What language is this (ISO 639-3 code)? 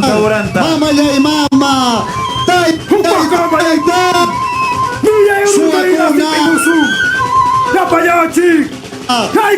quy